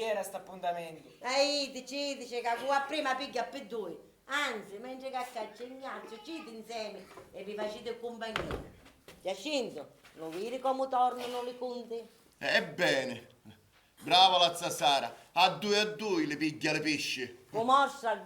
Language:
Sicilian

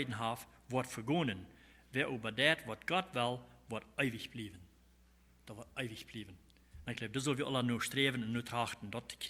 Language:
Plautdietsch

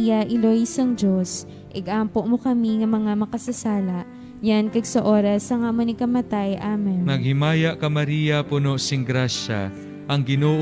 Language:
Hiligaynon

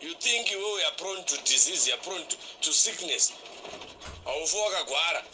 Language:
Shona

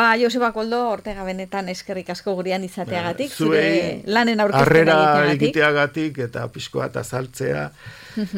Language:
Basque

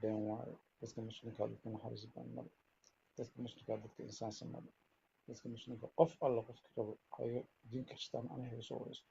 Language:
Somali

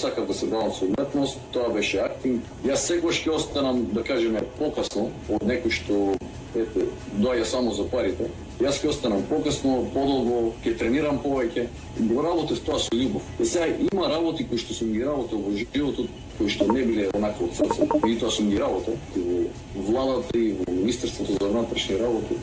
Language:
Macedonian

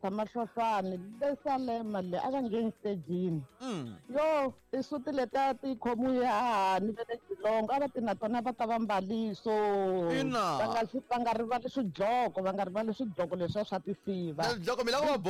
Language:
Tsonga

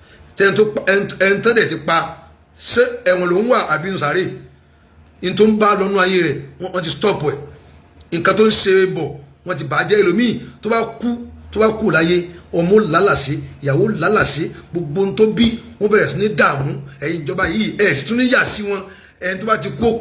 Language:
Yoruba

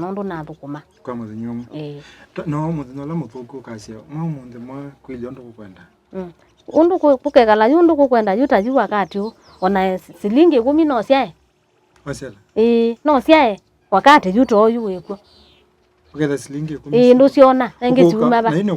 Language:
Kamba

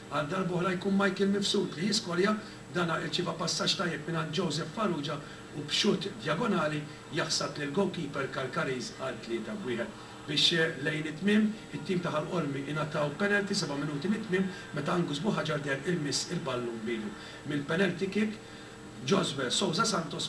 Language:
Maltese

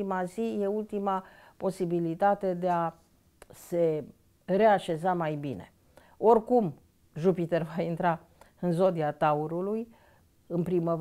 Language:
Romanian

